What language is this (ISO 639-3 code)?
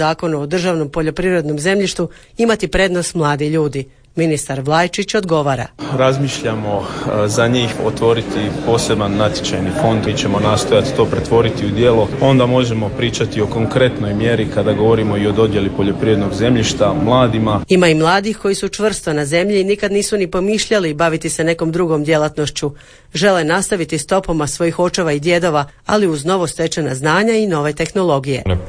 hrv